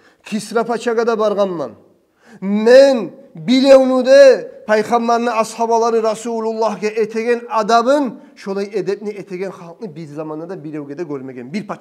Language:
Kumyk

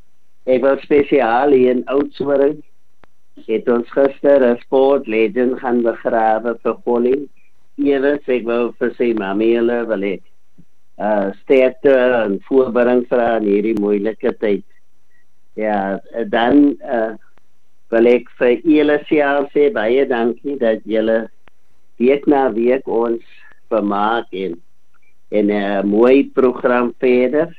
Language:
Afrikaans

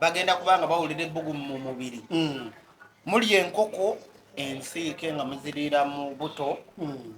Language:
Ganda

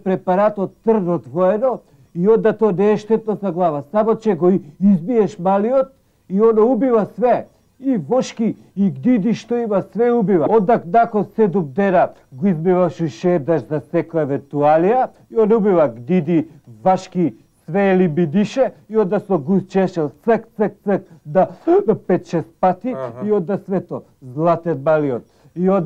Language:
Macedonian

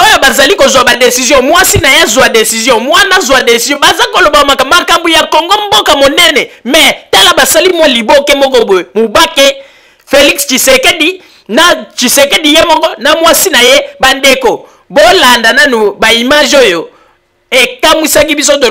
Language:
Lingala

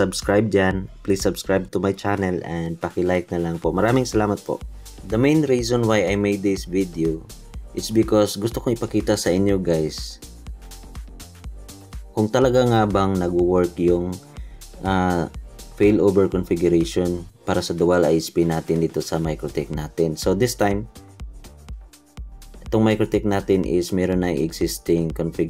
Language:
Filipino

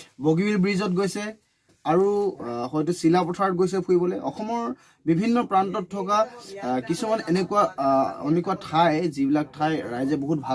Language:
Assamese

